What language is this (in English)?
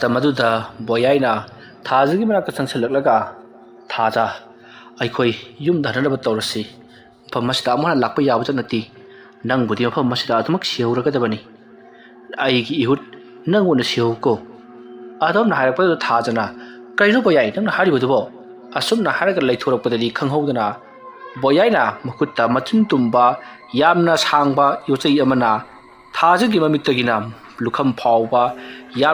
Manipuri